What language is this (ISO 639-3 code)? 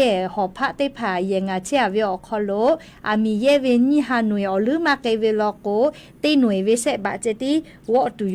lhu